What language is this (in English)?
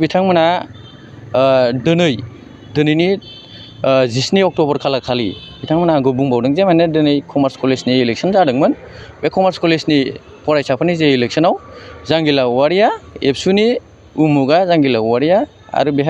Bodo